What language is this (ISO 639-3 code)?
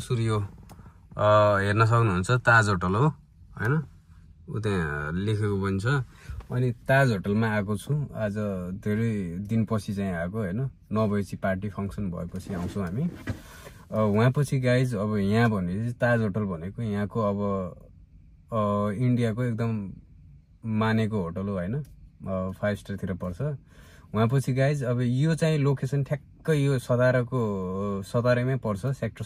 nep